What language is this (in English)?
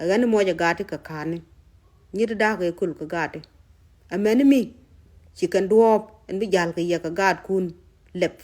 Nuer